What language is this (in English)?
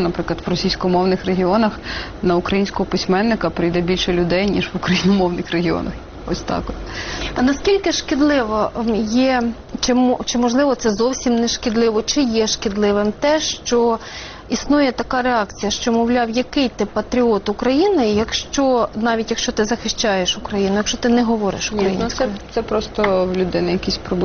Ukrainian